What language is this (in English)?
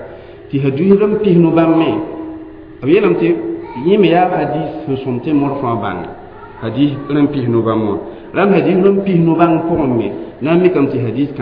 Mossi